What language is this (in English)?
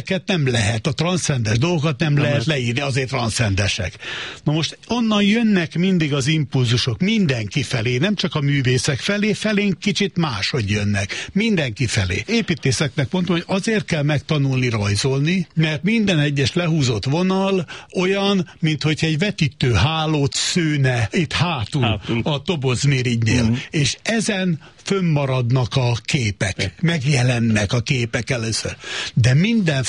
Hungarian